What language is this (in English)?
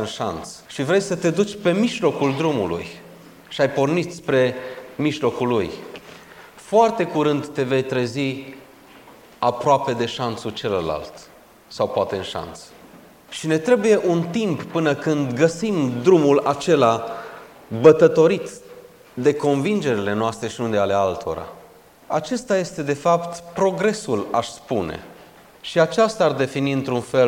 Romanian